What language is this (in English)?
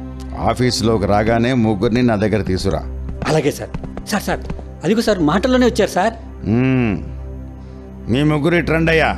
Telugu